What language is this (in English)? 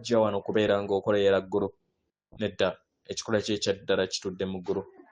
Ganda